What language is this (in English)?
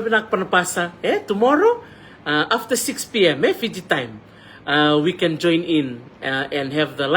Fijian